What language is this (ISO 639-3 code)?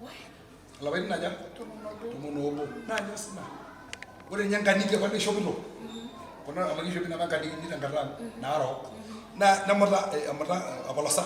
mas